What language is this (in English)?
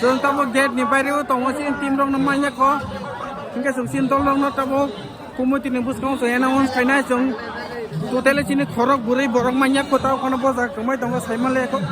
Kok Borok